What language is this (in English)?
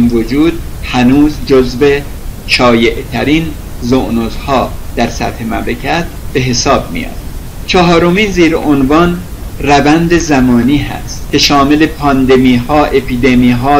Persian